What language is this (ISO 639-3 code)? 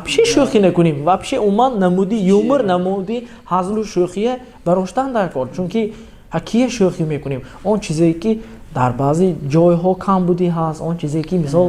tgk